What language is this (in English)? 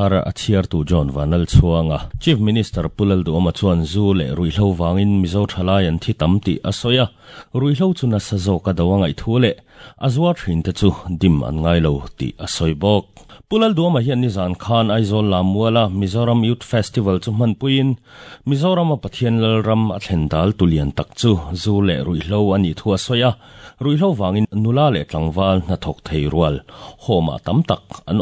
Mizo